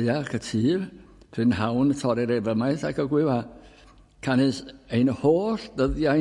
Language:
Welsh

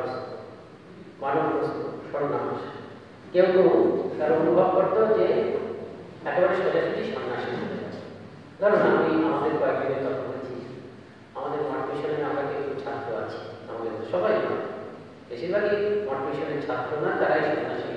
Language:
Bangla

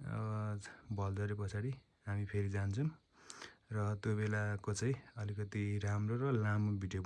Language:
Nepali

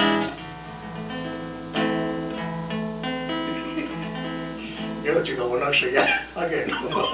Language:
Mohawk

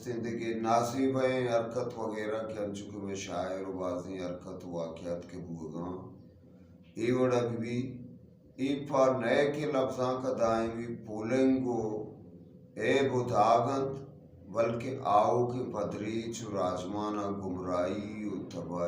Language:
Eastern Balochi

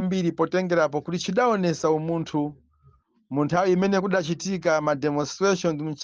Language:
Nyanja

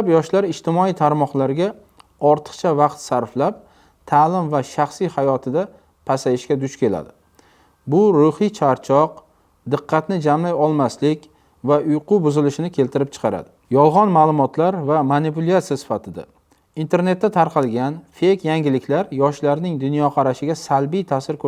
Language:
Uzbek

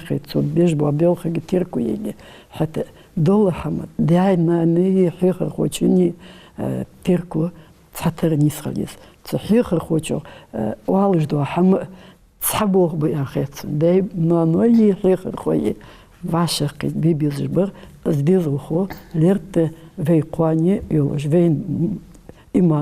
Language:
Ingush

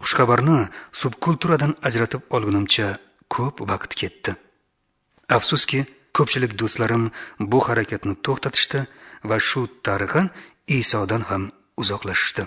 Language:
Uzbek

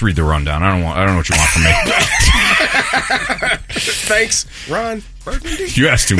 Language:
English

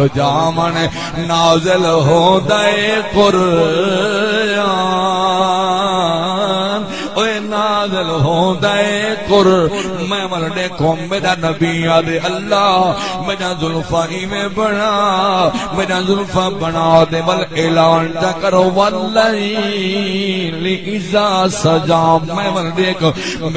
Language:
Saraiki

